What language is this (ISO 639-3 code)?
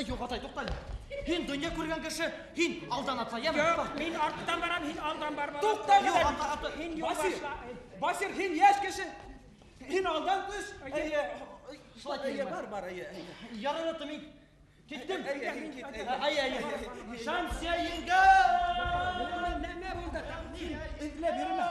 bak